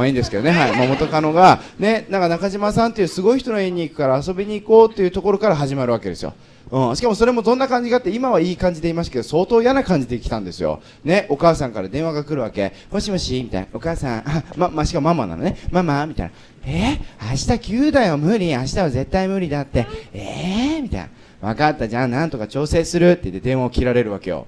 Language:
Japanese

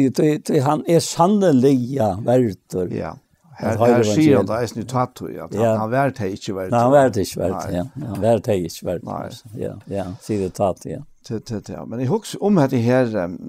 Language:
Faroese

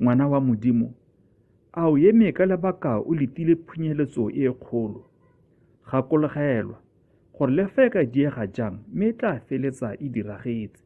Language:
Tswana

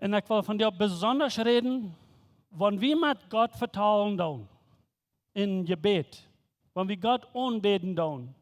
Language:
Plautdietsch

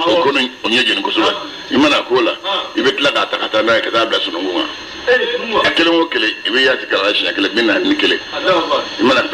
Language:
Bambara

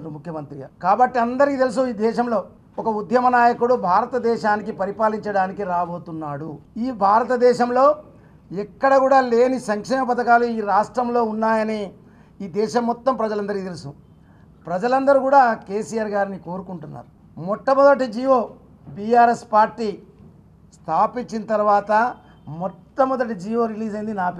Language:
Telugu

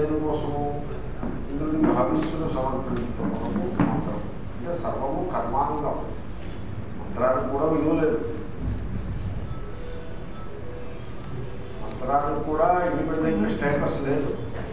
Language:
Telugu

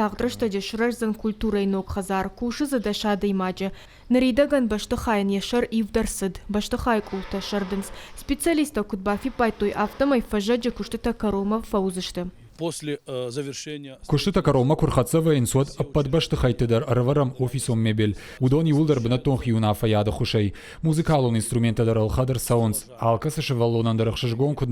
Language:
Ossetic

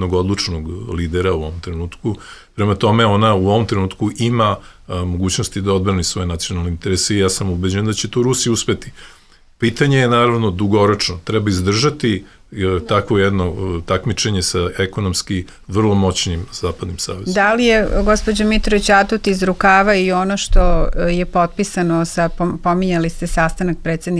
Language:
Serbian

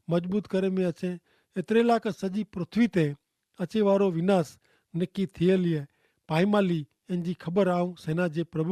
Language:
Kachhi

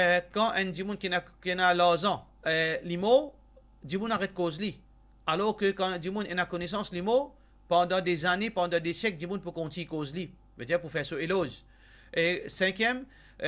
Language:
Morisyen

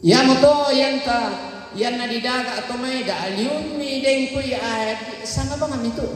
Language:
Toraja-Sa'dan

